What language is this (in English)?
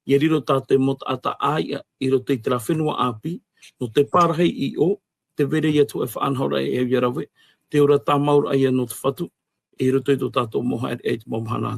Tahitian